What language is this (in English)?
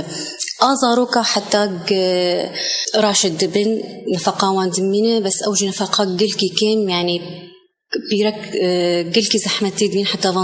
Kurdish